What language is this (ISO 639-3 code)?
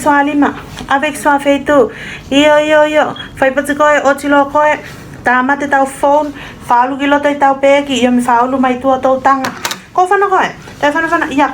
tvl